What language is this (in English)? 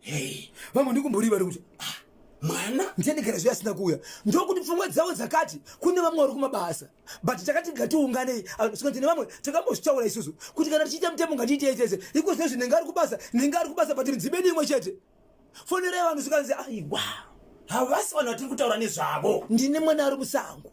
Shona